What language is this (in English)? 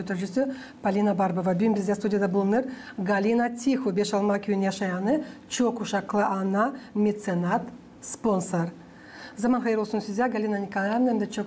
Gagauz